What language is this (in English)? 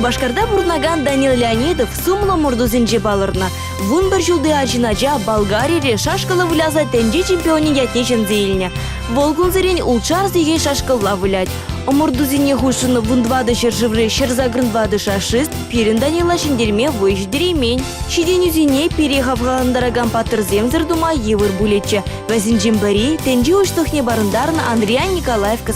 Chuvash